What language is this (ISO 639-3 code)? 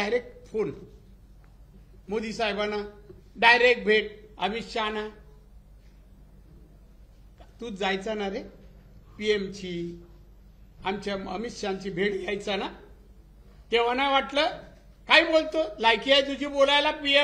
mar